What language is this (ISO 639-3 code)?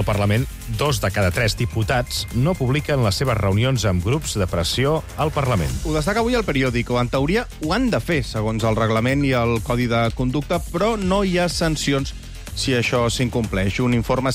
cat